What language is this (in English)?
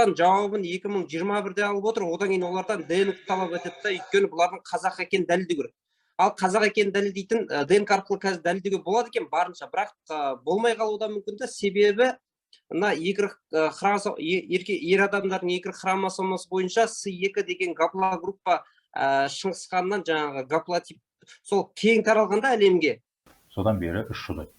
Kazakh